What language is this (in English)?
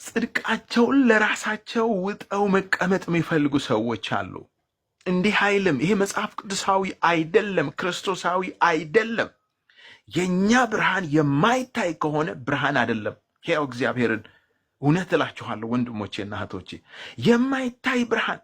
Amharic